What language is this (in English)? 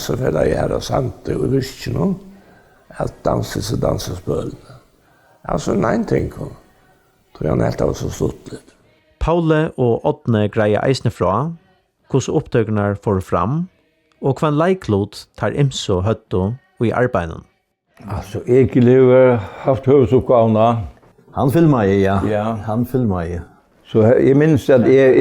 Faroese